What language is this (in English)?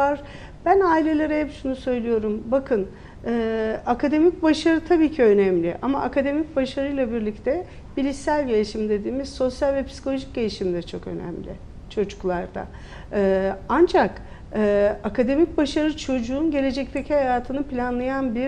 Turkish